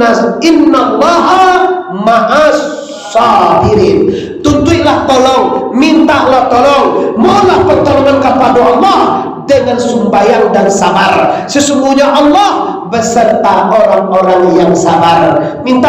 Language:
Minangkabau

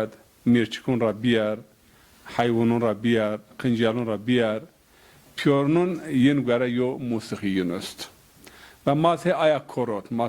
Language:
Zaza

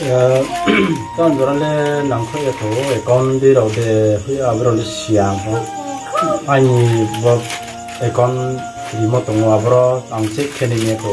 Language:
Riang (India)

